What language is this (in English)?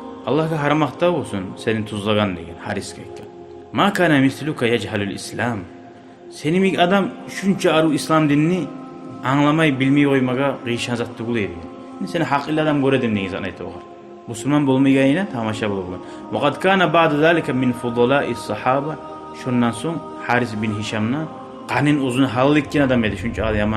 Kumyk